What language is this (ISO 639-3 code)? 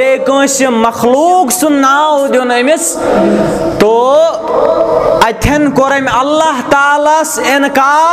kas